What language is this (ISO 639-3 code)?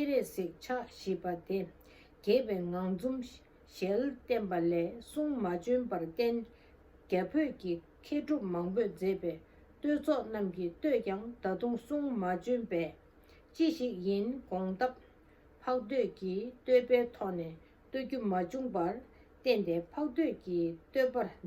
bod